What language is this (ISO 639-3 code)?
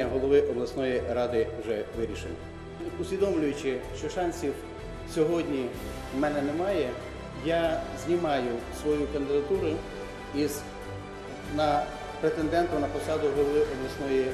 ukr